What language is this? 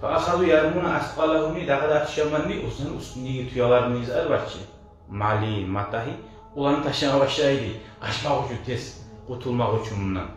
Kumyk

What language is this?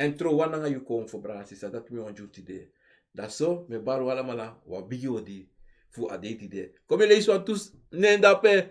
Sranan Tongo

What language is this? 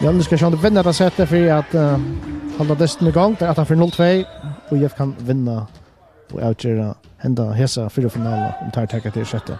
Faroese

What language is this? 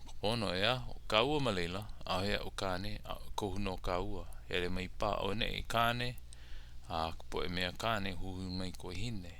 Hawaiian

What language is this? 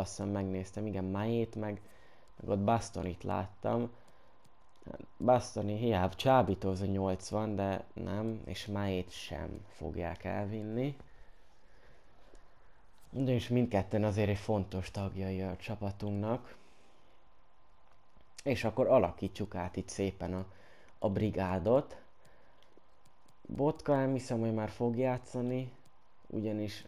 Hungarian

